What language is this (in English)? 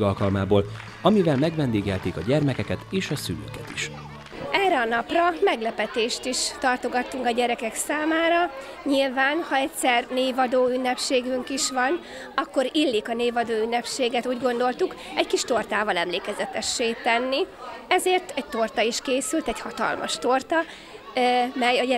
Hungarian